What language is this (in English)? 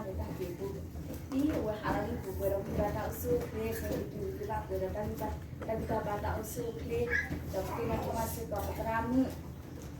S'gaw Karen